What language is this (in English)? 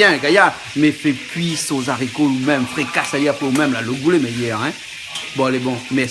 Réunion Creole French